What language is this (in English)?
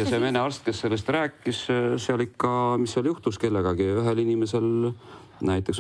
Estonian